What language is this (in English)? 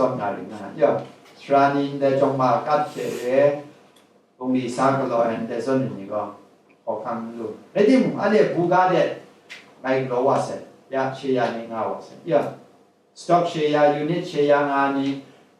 Kachin